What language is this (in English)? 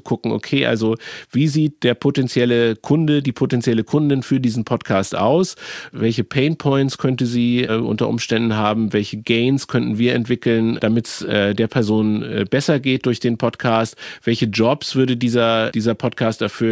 German